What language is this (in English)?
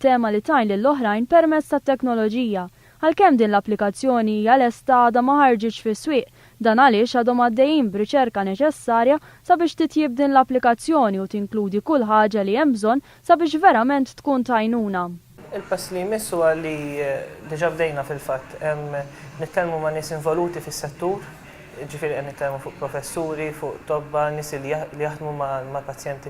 Maltese